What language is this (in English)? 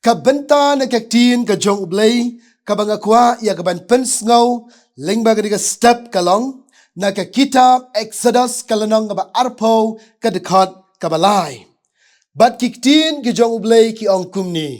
Khasi